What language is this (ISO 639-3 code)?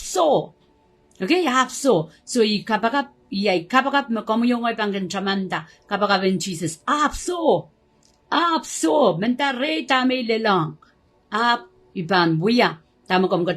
pon